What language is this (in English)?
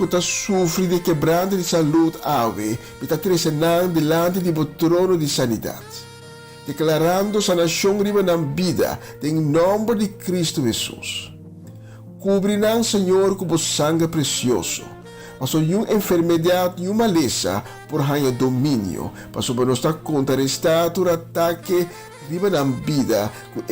Papiamento